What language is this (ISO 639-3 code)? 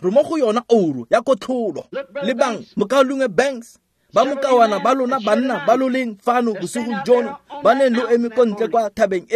tsn